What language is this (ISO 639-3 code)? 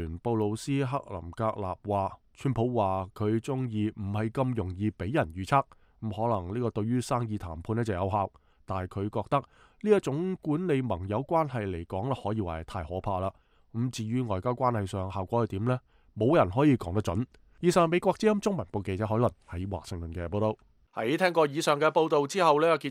yue